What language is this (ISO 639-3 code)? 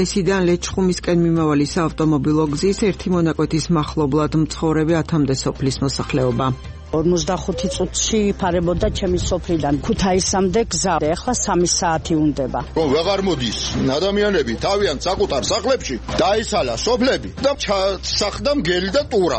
kat